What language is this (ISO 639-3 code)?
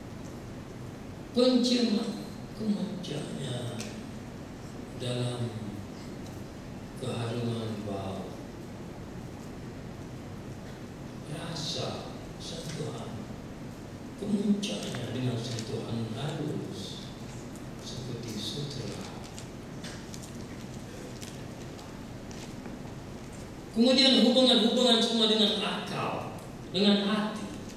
msa